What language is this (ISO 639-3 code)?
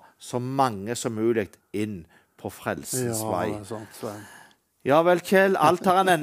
nor